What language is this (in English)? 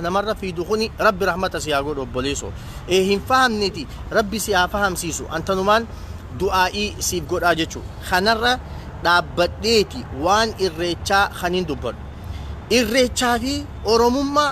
Oromo